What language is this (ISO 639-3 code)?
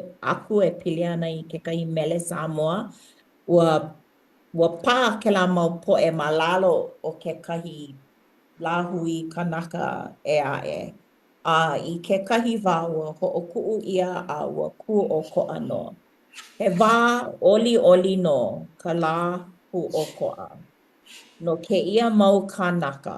haw